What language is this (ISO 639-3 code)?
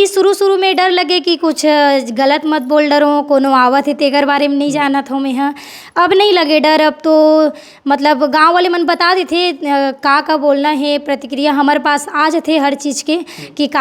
hne